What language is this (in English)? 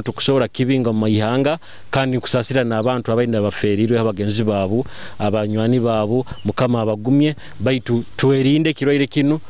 Nyoro